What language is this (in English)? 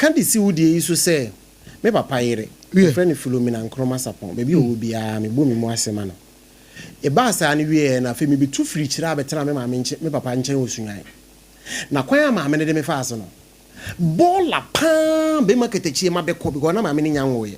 Akan